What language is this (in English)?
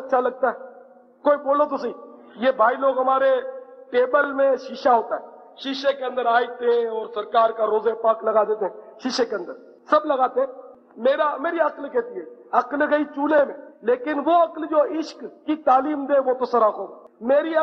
Urdu